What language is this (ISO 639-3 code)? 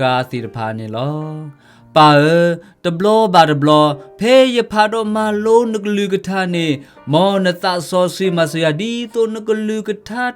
ksw